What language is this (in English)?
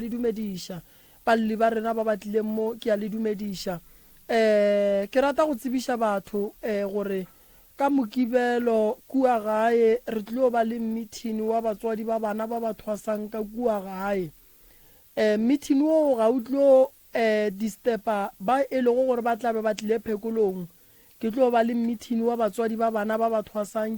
Northern Sotho